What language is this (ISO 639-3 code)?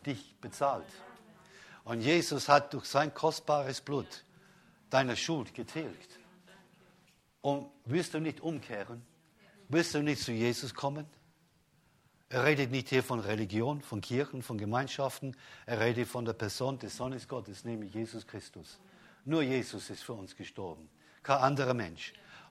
deu